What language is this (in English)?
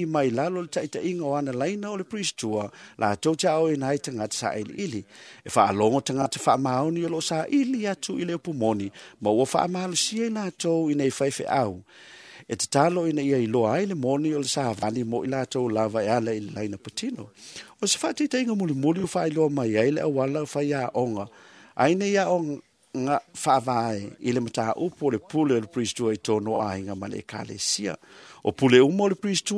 Samoan